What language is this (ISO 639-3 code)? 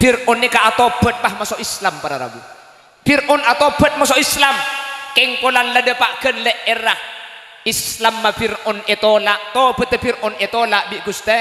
mad